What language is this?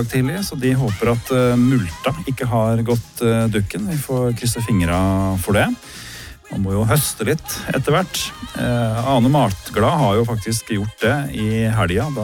Norwegian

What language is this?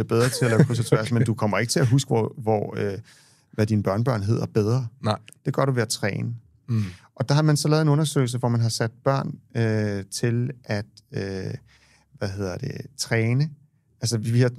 Danish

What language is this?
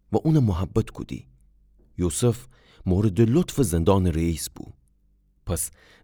Gilaki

